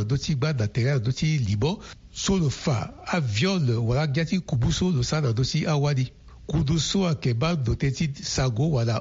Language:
Sango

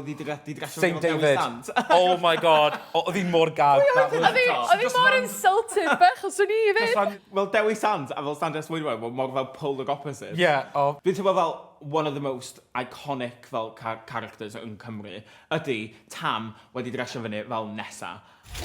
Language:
Welsh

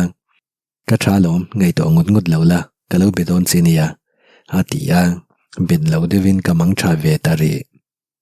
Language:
Mizo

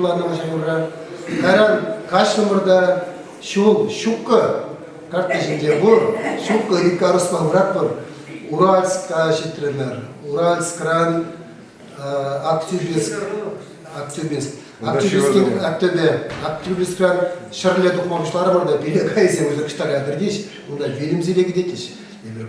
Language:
Chuvash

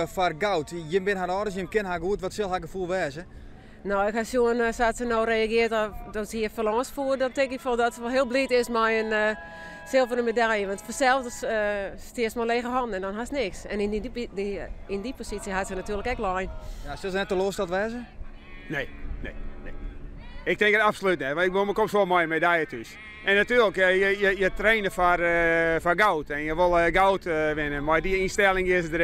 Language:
Western Frisian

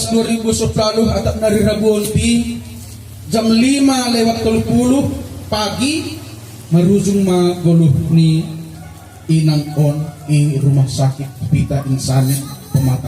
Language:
Batak Simalungun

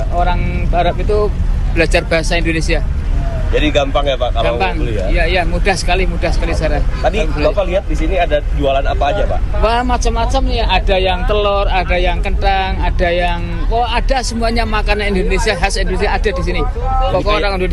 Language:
Indonesian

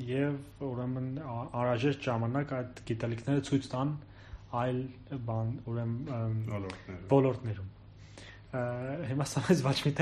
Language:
Armenian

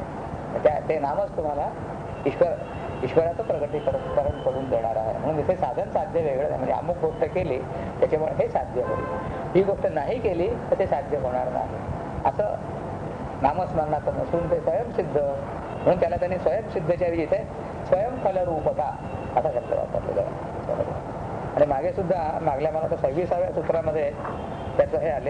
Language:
Marathi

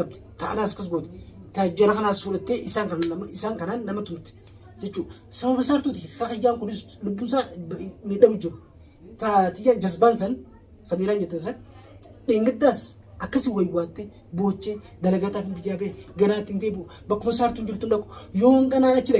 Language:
Oromo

